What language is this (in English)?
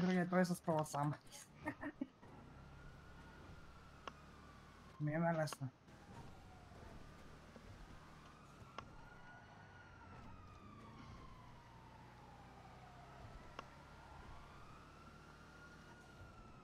Bulgarian